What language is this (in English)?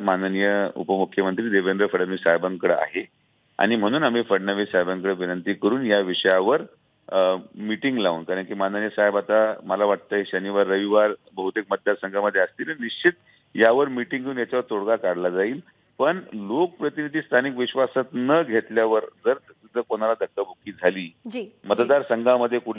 Marathi